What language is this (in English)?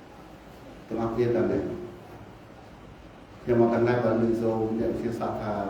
Khmer